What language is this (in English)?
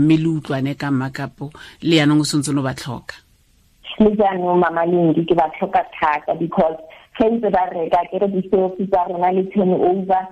Tswana